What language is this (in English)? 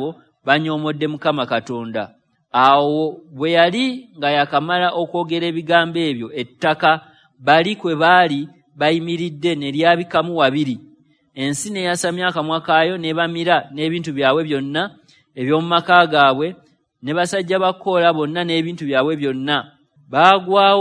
Ganda